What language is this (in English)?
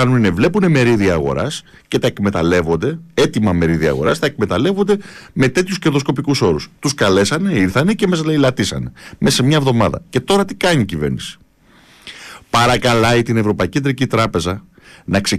Greek